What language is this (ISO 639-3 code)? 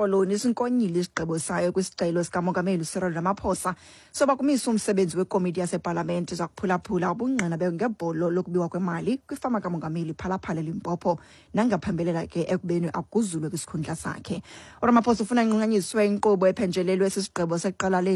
xho